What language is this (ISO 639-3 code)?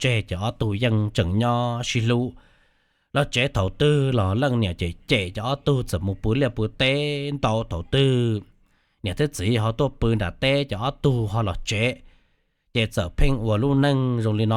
hmn